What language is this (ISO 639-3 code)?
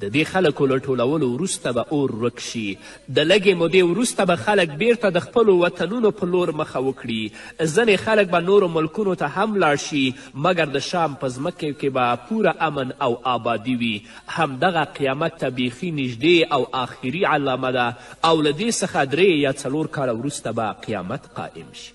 pus